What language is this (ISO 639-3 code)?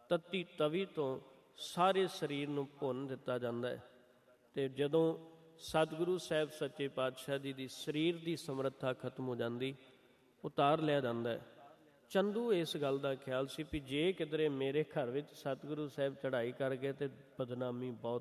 pan